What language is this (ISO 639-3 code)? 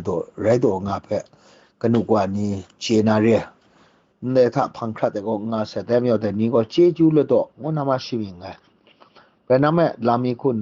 kac